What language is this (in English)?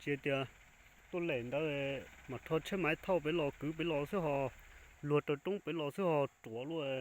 Hmong